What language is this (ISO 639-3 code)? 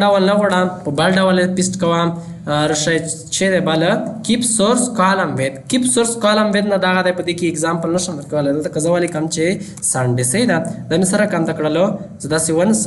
pus